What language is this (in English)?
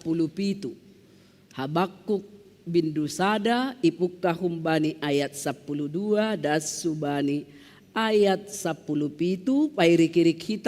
Batak Simalungun